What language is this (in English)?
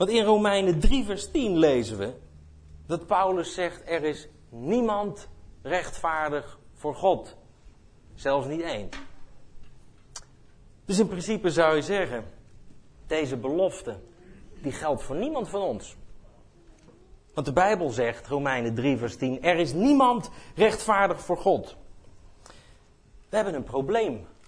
Dutch